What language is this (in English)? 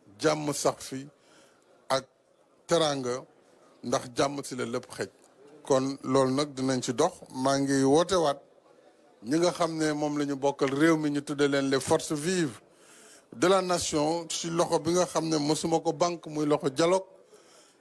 Wolof